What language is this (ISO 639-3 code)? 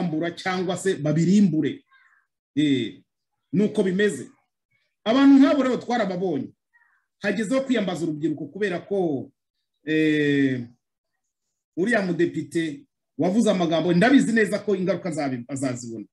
kin